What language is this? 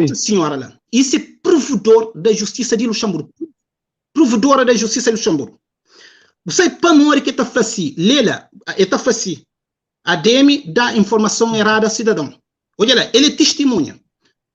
Kabuverdianu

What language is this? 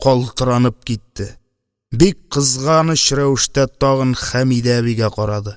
Tatar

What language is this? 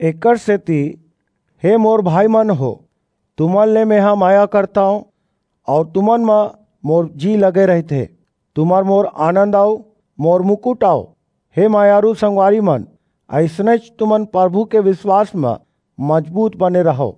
Chhattisgarhi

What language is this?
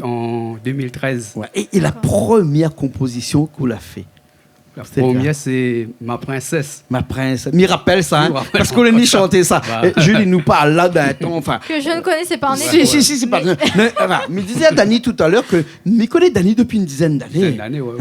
Réunion Creole French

